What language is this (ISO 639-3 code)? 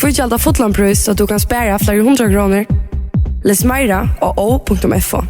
fao